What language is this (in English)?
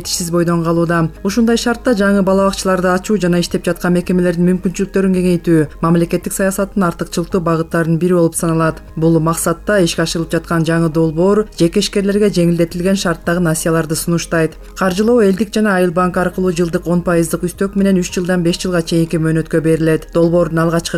Kyrgyz